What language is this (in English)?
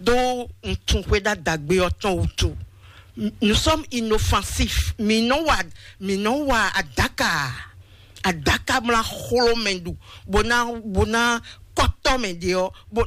Fon